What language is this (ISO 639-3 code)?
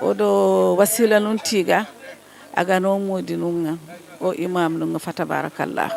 ful